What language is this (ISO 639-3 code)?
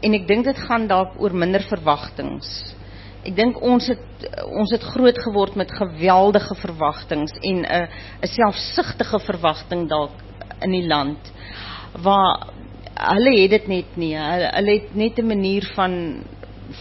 afr